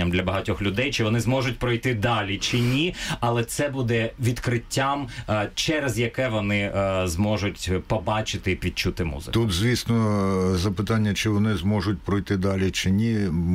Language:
Ukrainian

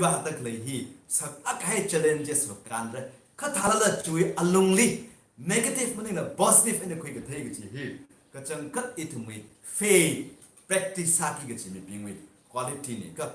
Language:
Tangkhul Naga (India)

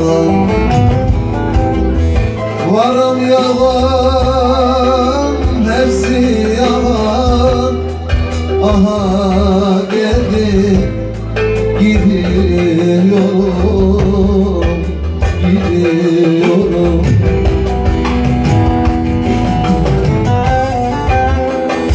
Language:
Turkish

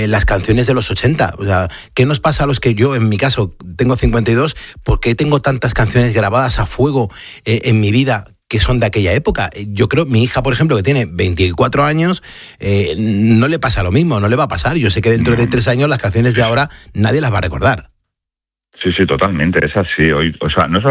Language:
Spanish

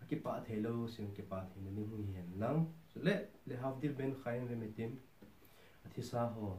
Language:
Thado Chin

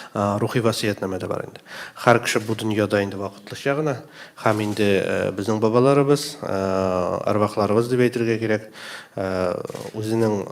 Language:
Tatar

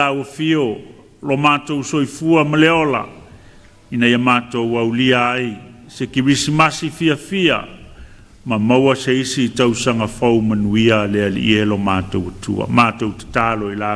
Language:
Samoan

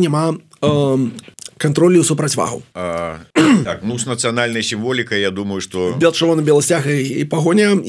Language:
Belarusian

